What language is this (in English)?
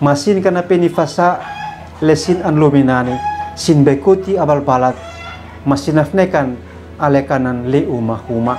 Uab Meto